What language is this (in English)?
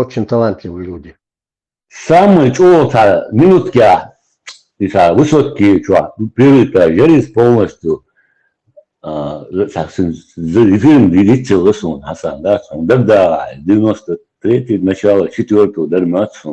Chechen